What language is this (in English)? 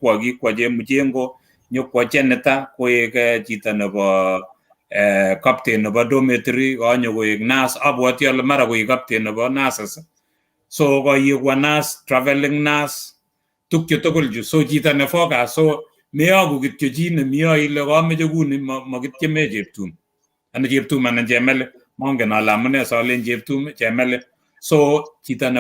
Kalenjin